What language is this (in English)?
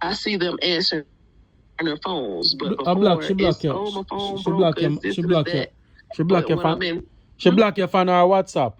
Jamaican Creole English